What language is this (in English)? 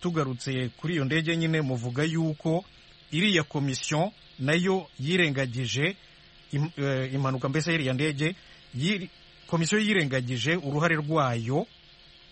Kinyarwanda